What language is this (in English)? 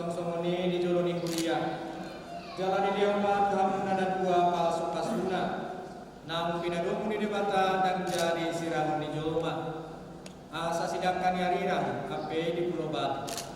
Batak Toba